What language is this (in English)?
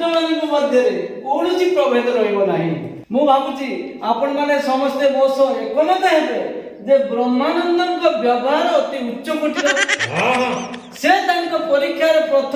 Odia